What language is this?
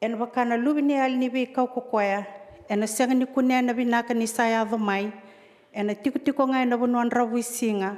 Fijian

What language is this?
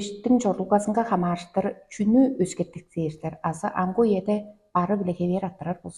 Tuvinian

